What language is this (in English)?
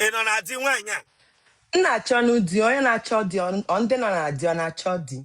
Igbo